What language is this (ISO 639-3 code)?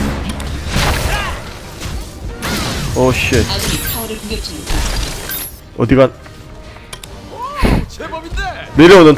kor